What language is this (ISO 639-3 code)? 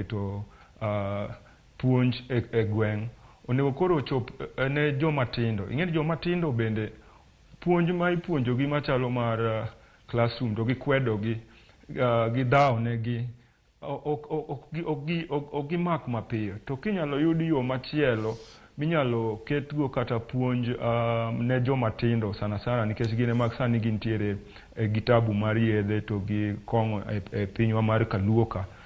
luo